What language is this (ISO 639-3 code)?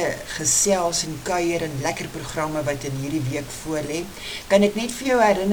afr